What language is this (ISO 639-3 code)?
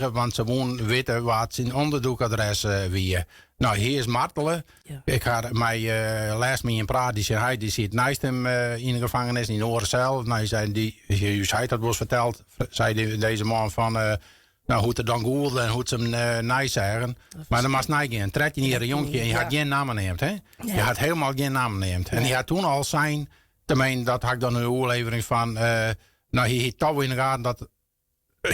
fry